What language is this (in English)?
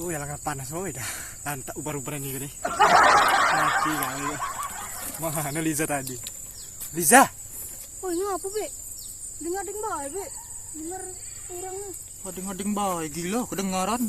Musi